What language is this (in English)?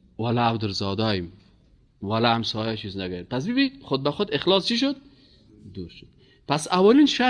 Persian